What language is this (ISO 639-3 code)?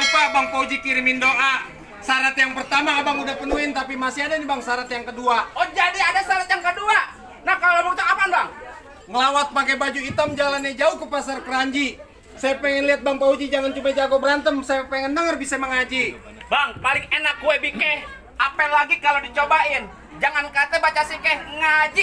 bew